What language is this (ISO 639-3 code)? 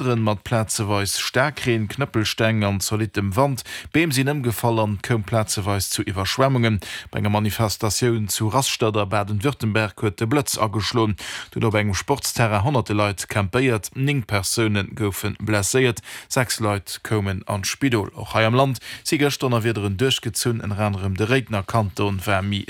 ltz